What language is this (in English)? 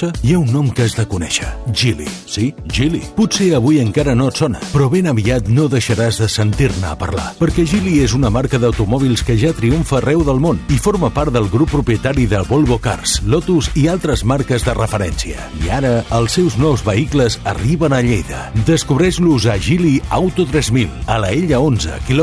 Catalan